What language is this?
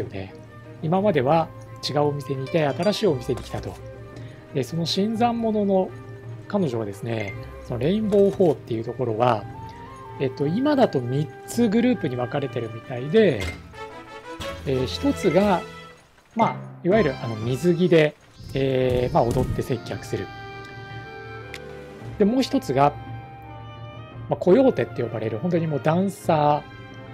Japanese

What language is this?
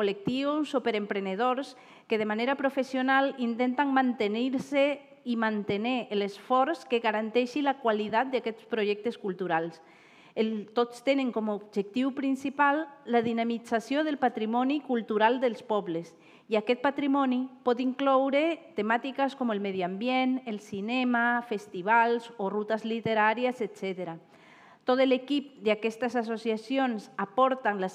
Catalan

